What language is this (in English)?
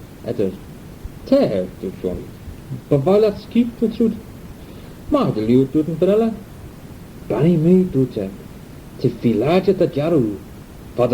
Manx